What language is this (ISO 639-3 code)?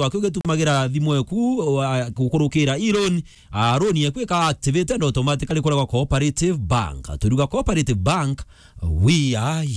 mer